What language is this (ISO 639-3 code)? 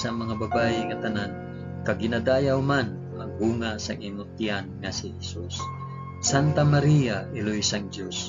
hil